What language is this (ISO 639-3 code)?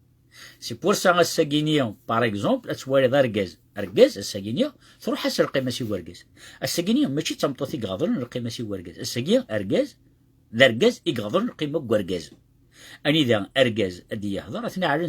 kab